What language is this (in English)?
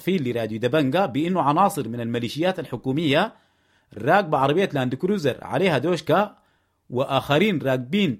Sudanese Arabic